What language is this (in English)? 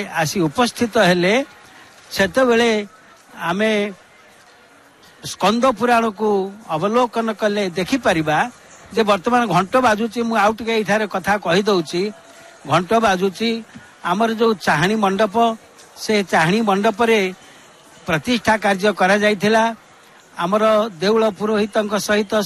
Odia